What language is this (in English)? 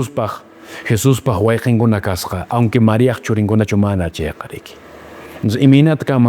Quechua